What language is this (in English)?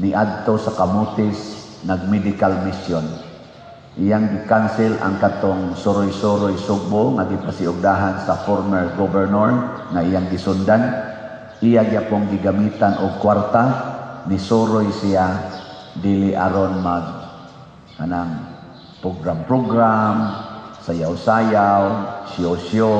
Cebuano